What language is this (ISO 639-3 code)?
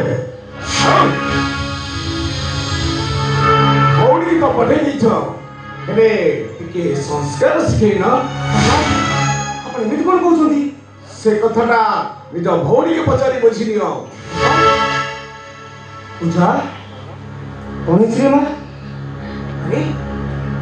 ori